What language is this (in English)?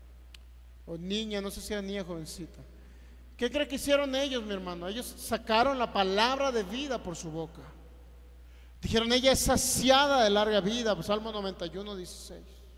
Spanish